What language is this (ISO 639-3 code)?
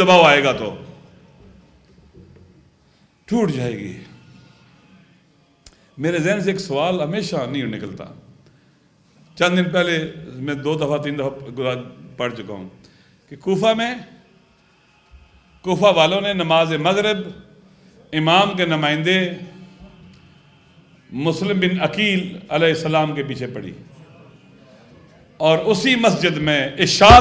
urd